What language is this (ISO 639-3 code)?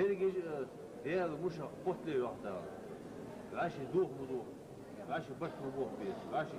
inh